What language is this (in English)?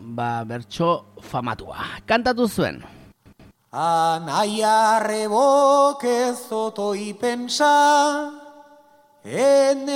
Basque